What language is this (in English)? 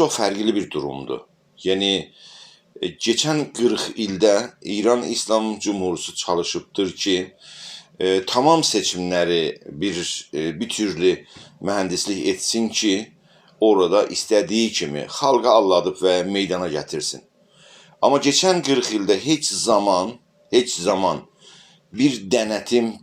South Azerbaijani